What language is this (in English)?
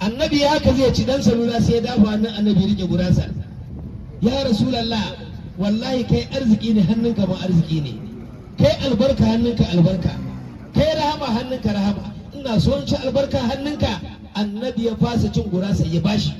Hausa